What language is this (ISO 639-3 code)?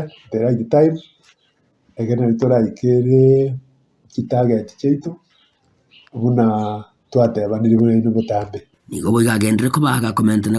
guz